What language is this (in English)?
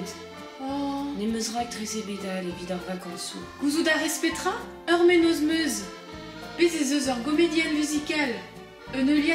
Breton